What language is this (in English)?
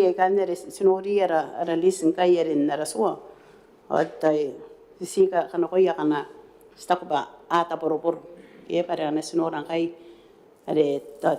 Gilbertese